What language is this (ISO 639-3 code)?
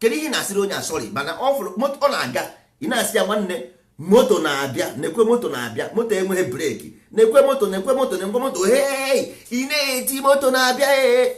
ibo